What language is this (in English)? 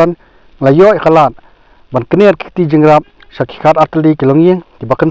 Khasi